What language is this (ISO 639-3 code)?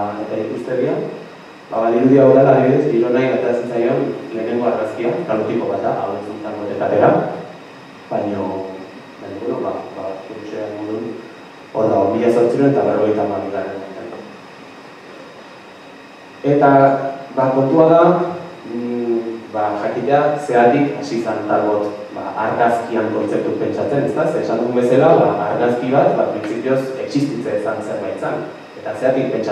eus